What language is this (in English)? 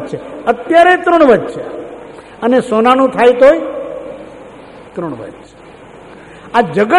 Gujarati